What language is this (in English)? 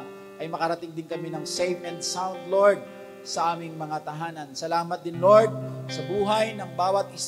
Filipino